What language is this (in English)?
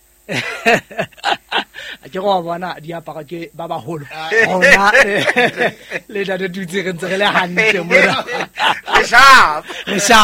Southern Sotho